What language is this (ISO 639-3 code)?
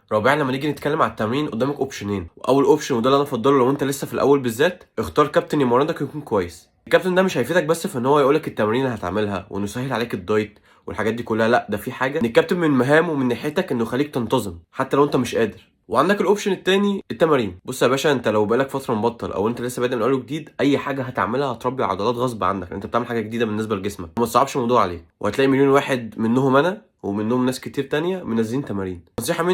arz